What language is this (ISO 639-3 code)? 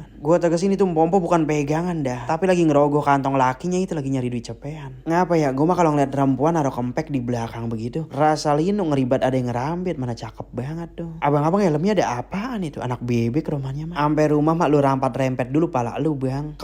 bew